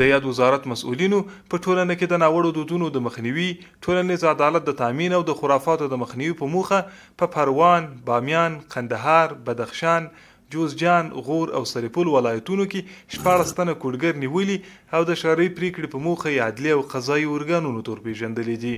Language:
Pashto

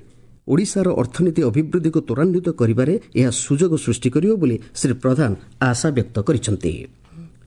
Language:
Odia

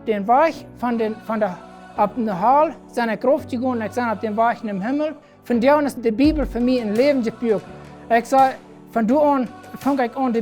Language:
Plautdietsch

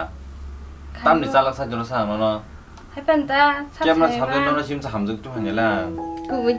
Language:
Kok Borok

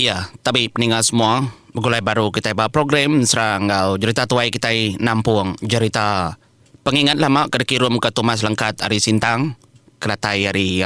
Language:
Iban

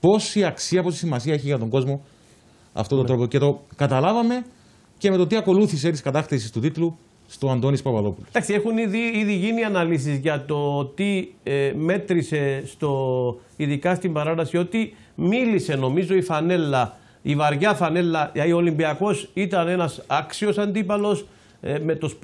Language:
Greek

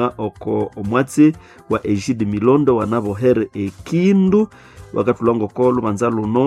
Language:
Nande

